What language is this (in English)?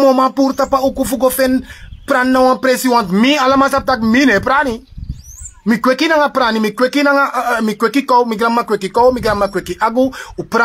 Sranan Tongo